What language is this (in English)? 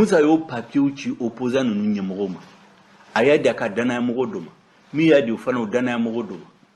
Bambara